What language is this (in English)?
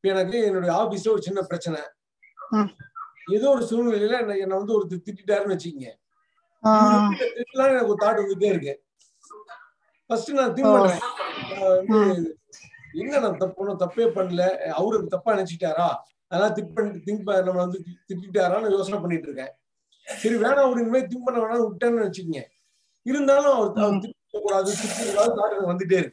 Tamil